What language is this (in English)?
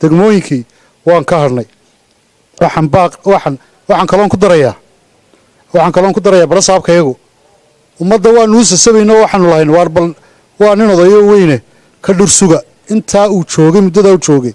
Somali